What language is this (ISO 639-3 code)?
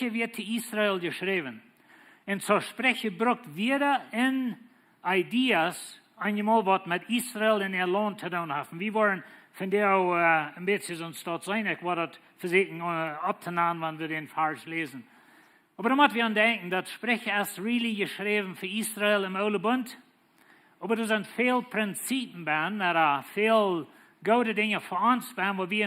pdt